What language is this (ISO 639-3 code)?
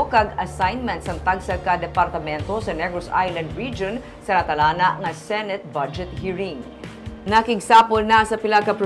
hil